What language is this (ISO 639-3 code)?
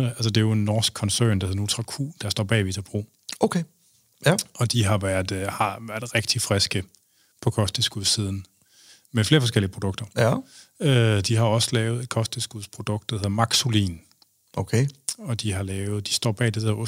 dan